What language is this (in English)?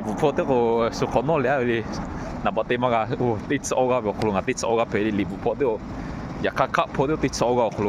Lahu